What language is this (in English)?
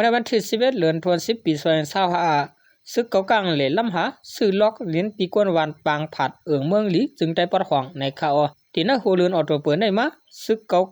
Shan